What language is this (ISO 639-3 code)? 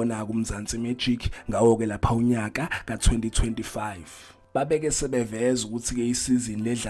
zul